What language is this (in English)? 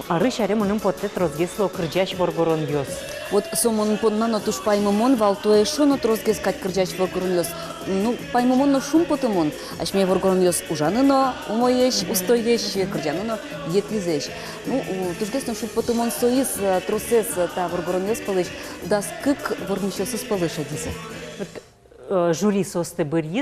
Udmurt